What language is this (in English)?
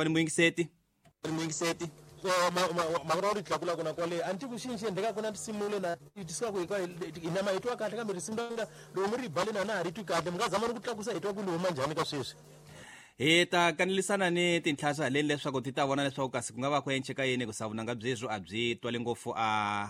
Tsonga